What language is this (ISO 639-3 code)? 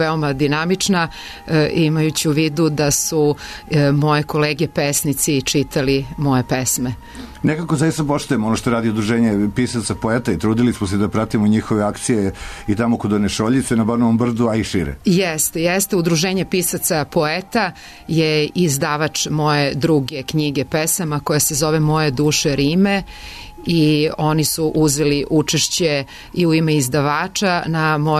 srp